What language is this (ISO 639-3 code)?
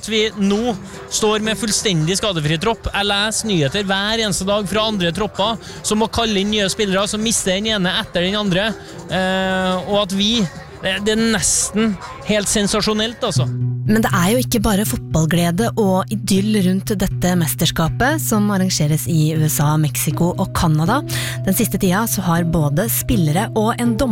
nor